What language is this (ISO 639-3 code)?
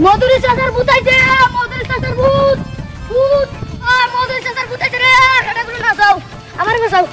syl